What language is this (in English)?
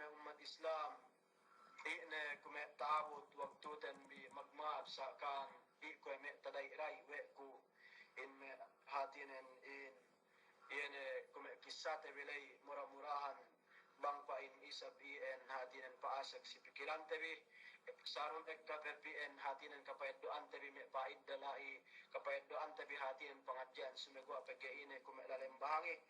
Yakan